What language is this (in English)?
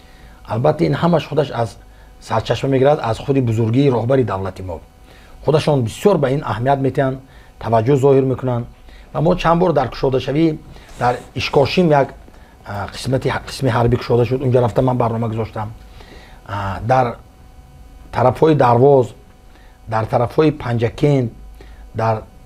Tajik